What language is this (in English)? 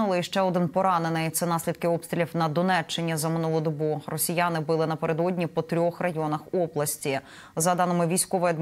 Ukrainian